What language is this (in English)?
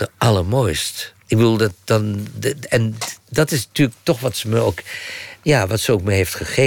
Dutch